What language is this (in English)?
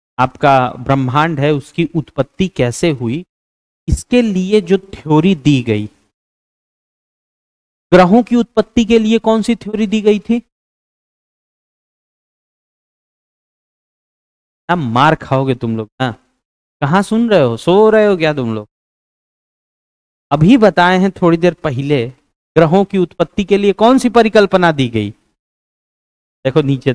Hindi